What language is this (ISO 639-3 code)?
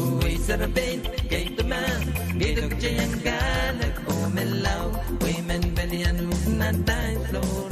pon